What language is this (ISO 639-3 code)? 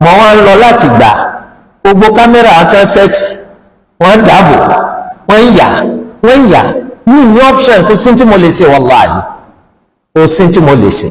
yor